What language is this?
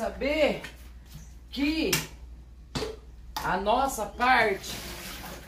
Portuguese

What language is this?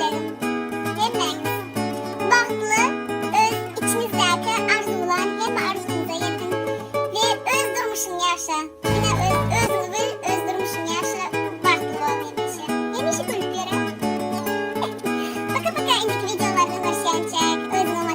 Turkmen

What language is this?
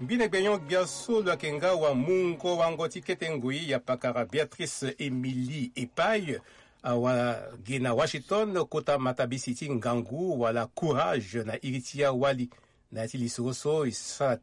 Sango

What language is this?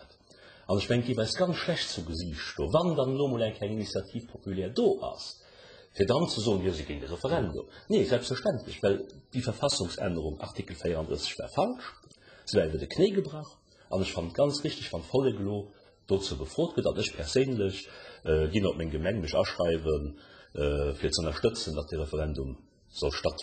Luxembourgish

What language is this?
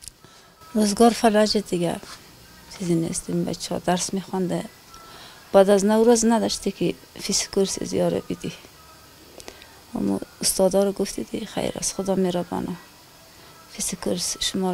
Persian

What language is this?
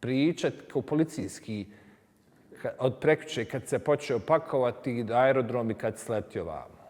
Bosnian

